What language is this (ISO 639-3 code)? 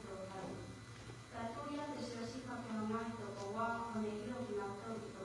ton